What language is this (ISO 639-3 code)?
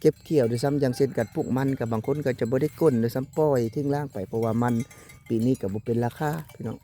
lao